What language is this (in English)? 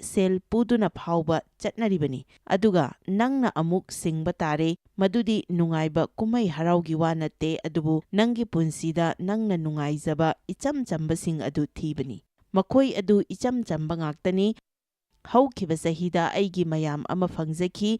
Manipuri